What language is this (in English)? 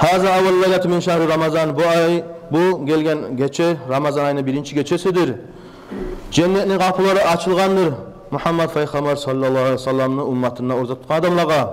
Kumyk